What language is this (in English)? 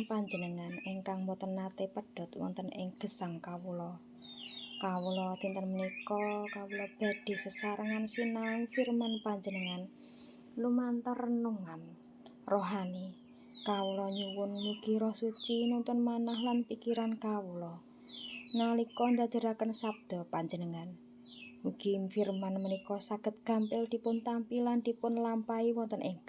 Javanese